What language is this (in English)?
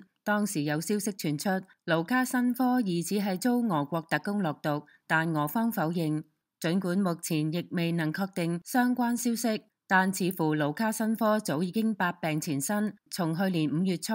Cantonese